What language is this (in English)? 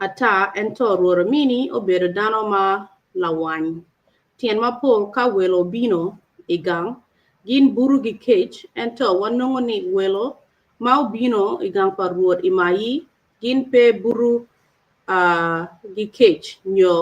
Acoli